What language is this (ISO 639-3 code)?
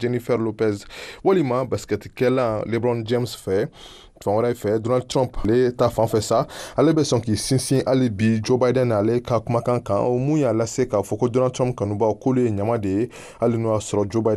bam